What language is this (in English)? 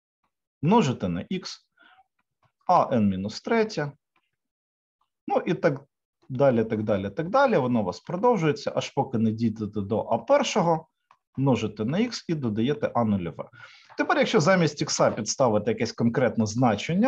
Ukrainian